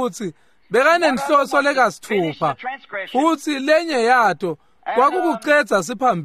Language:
Swati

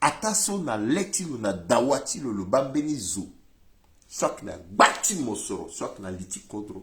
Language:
Sango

